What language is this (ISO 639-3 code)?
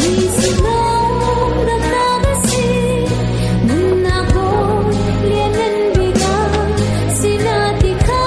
cnh